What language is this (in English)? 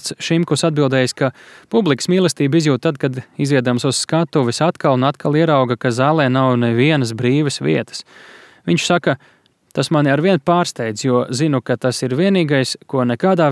Latvian